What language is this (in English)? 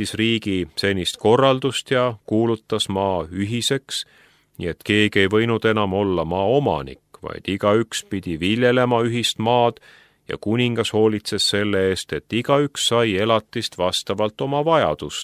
Estonian